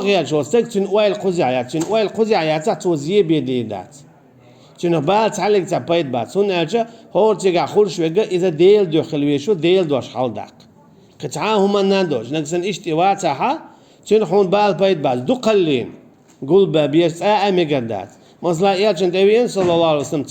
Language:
Chechen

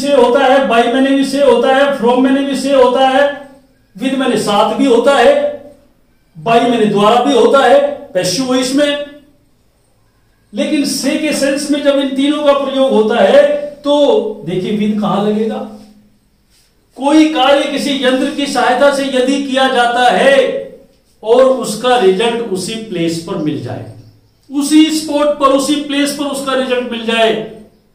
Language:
Hindi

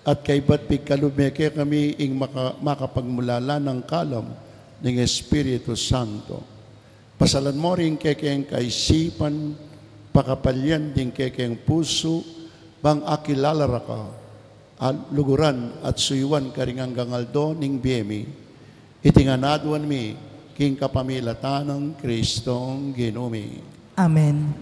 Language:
Pampanga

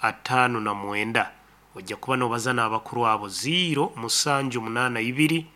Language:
Nyankole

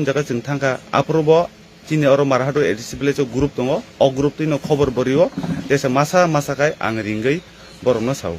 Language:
Kok Borok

